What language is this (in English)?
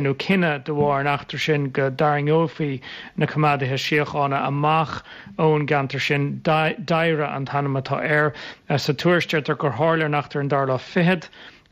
Irish